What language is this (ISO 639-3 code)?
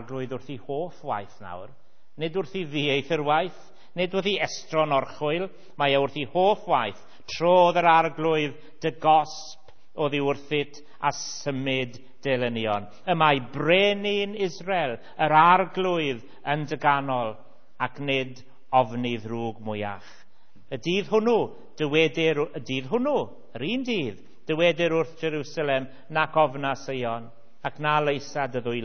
cym